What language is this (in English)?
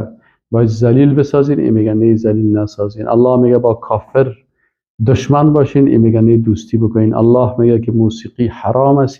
Persian